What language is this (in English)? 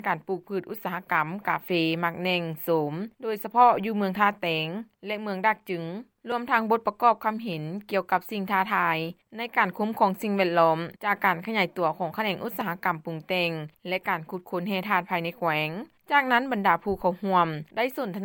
Lao